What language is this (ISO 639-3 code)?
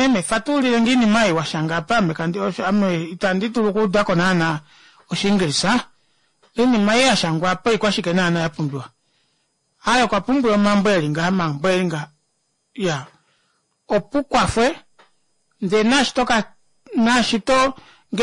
kua